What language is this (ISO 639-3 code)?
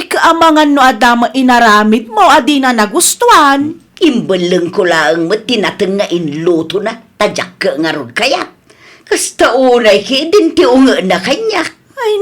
ilo